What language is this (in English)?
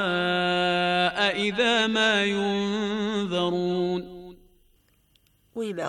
Bosnian